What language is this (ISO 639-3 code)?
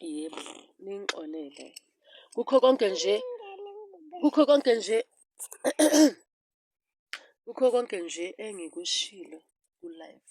zul